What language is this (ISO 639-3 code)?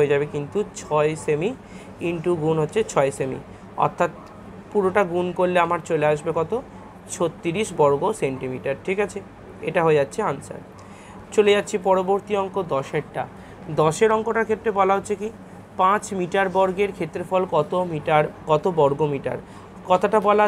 ben